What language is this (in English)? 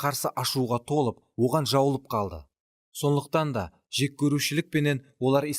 Kara-Kalpak